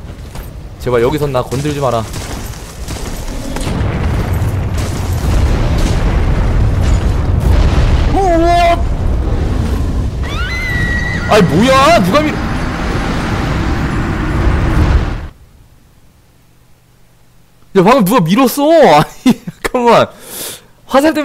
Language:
Korean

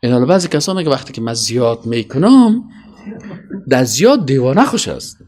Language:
Persian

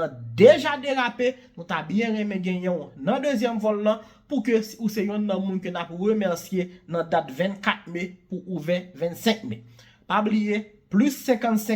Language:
Haitian Creole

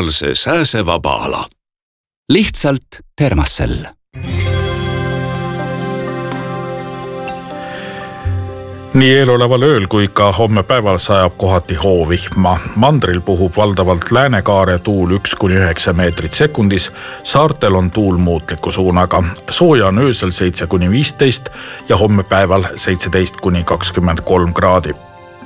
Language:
Estonian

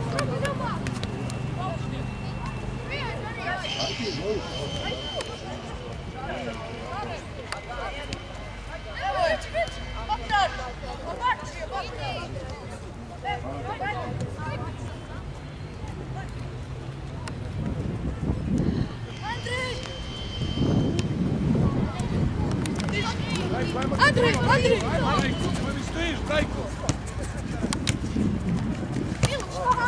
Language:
Croatian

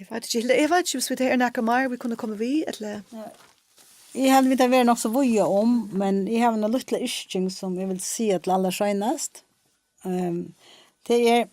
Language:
Faroese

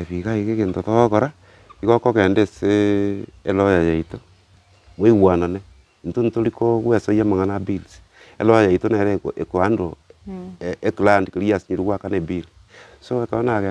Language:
Gusii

